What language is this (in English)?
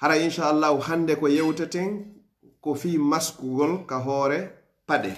Pular